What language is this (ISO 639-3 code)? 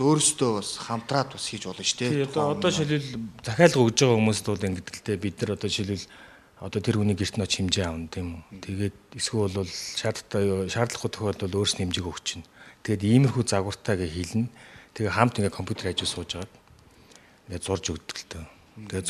mon